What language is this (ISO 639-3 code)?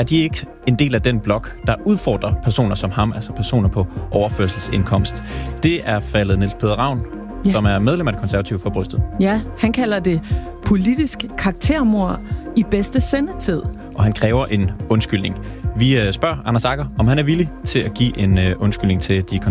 dan